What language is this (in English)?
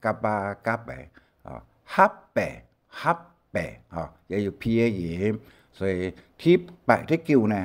Hakka Chinese